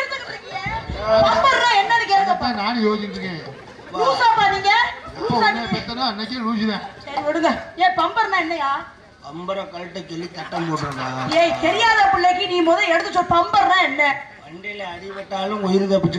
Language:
Tamil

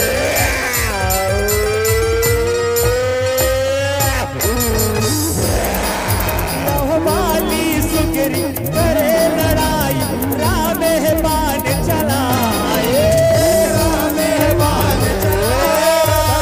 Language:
Chhattisgarhi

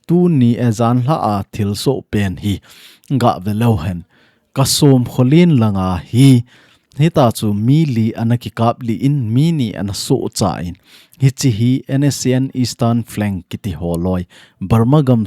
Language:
Thado Chin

